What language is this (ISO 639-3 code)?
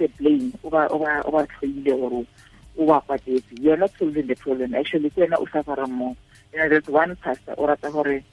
tsn